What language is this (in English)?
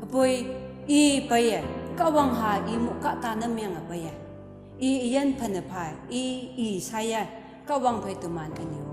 Konyak Naga